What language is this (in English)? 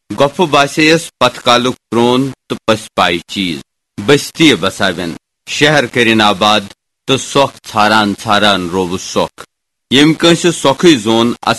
Kashmiri